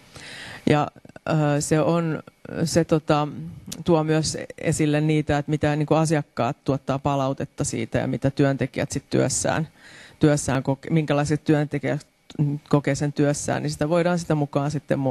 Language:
Finnish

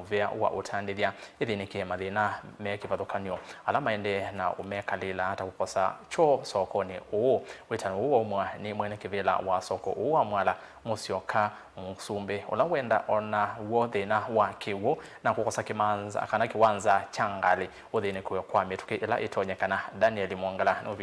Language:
Kamba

